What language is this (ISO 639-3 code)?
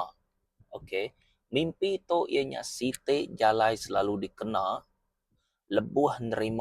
iba